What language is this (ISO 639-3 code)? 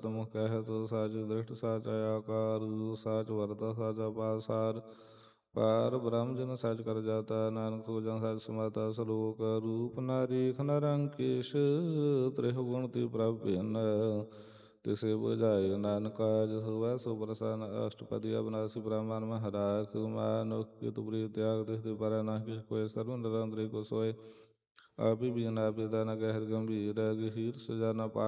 pan